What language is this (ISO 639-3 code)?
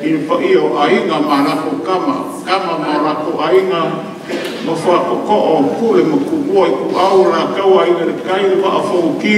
smo